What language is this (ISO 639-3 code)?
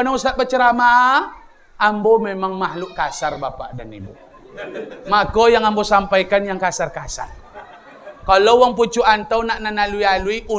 min